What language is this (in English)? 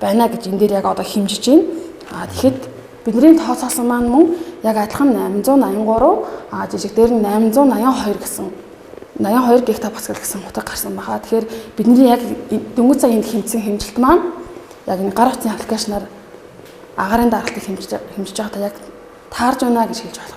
Mongolian